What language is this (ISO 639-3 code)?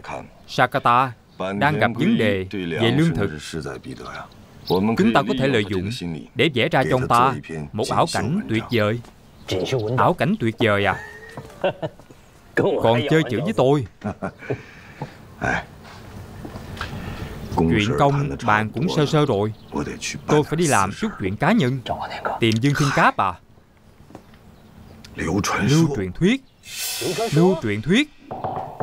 vie